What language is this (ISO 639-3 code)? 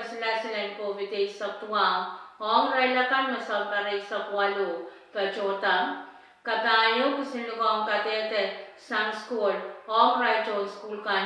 pon